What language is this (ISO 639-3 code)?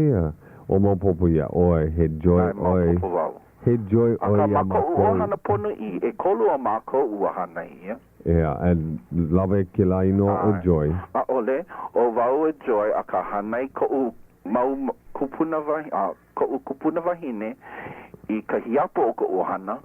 haw